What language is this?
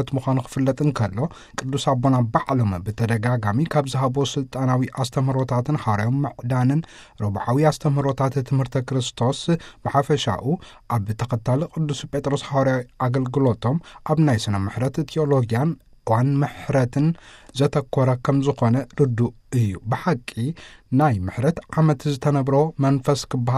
Tigrinya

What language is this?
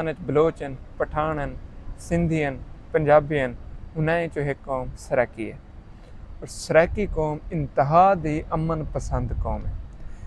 Saraiki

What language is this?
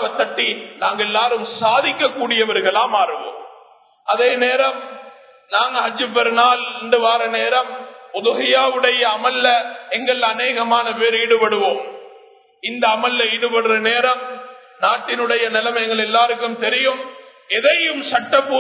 Tamil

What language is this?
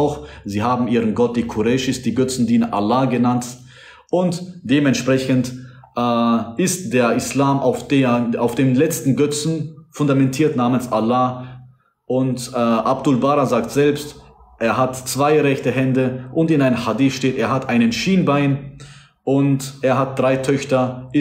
German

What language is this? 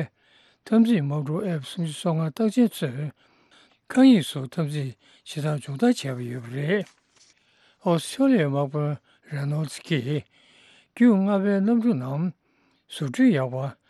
Tibetan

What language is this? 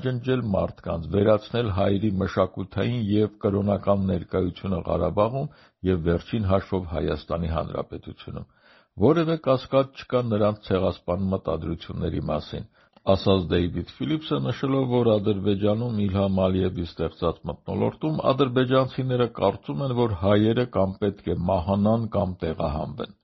Armenian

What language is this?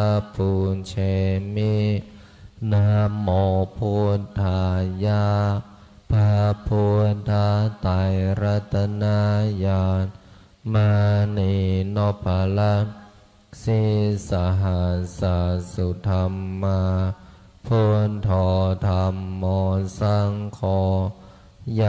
Pali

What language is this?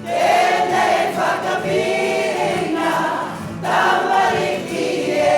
Māori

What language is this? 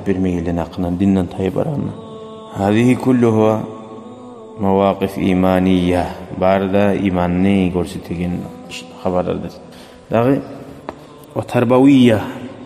Kumyk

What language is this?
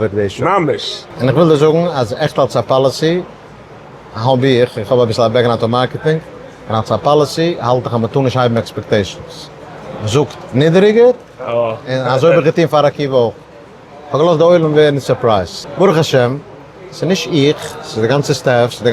Yiddish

